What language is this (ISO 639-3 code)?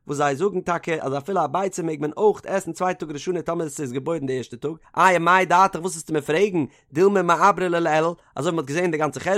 yid